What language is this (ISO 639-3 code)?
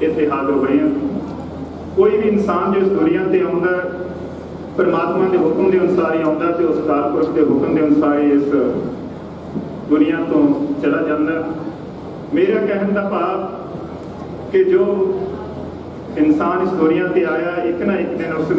pan